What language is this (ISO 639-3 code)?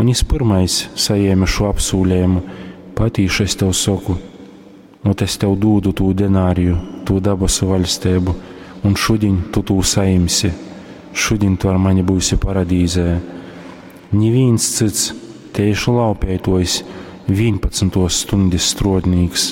ltg